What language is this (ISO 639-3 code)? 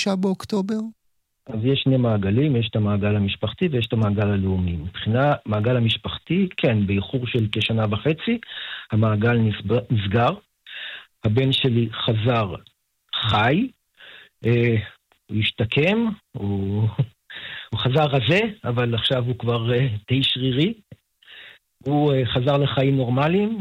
heb